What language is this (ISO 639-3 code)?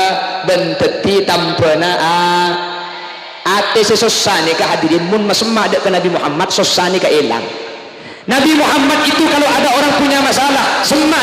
mad